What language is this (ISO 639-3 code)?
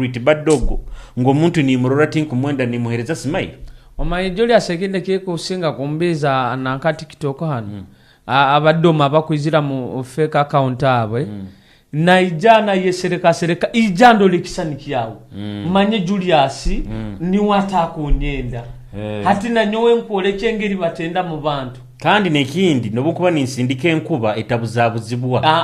nyo